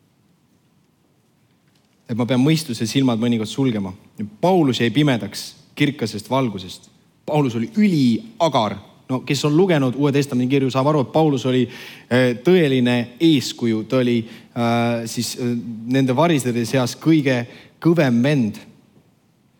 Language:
Estonian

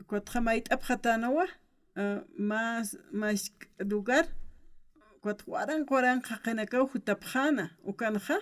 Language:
Aymara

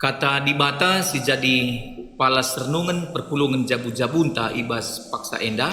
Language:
Batak Karo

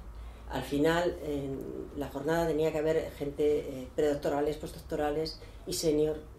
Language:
Spanish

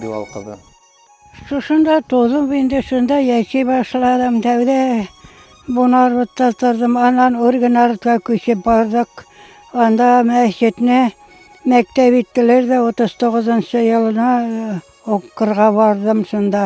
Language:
Bashkir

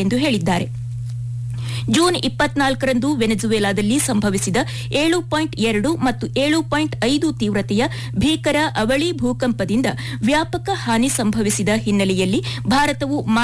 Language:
Kannada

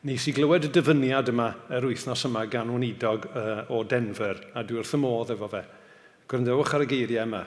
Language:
Welsh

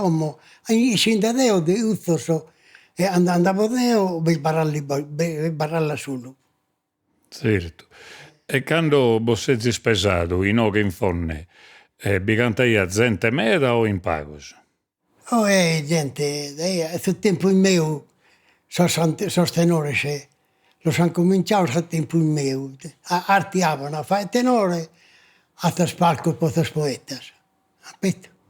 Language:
Sardinian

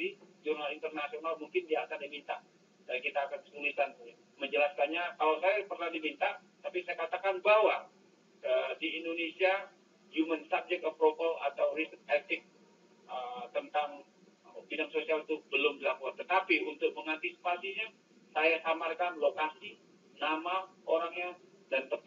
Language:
Indonesian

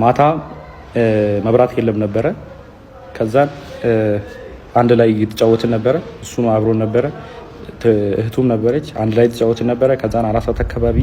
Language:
Amharic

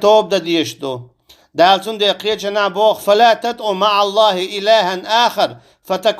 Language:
Chechen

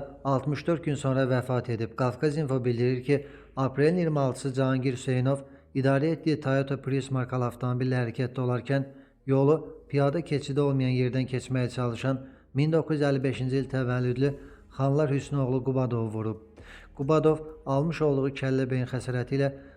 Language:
Azerbaijani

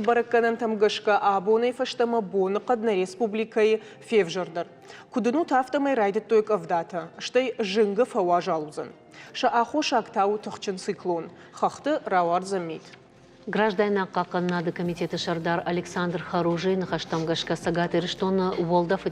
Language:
Ossetic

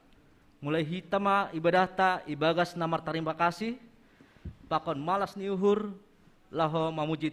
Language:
Batak Simalungun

